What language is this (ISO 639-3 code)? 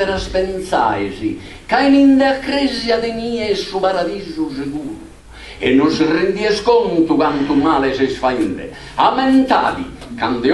srd